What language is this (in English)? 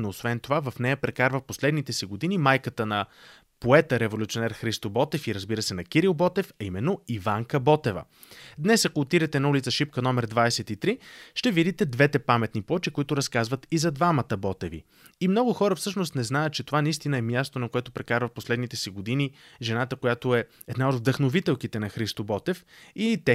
Bulgarian